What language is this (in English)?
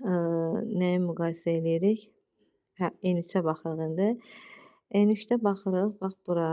Azerbaijani